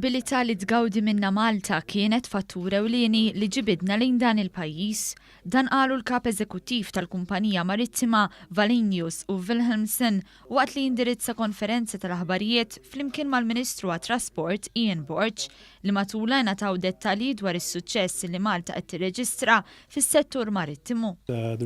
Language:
Maltese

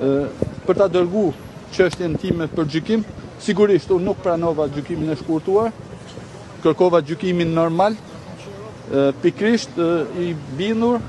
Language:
Albanian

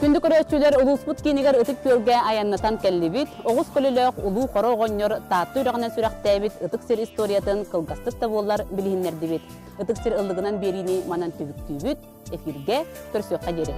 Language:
Yakut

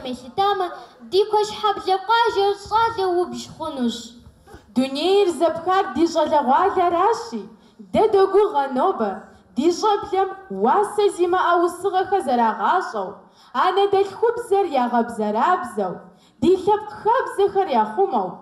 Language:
Kabardian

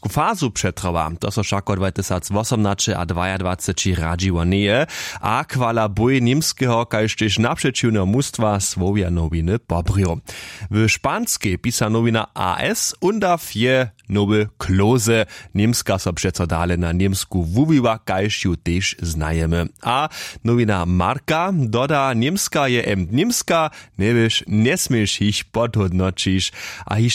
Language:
Upper Sorbian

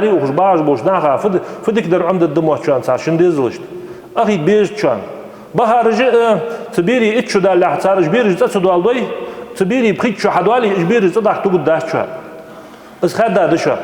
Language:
Ingush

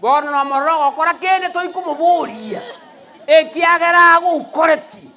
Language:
Gusii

